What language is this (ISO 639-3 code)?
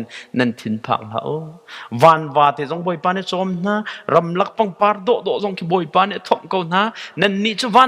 cnh